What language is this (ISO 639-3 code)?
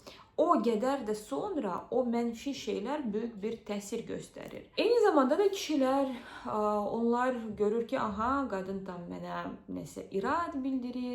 aze